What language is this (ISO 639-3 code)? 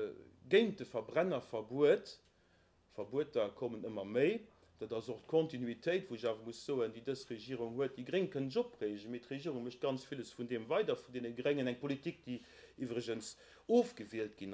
ltz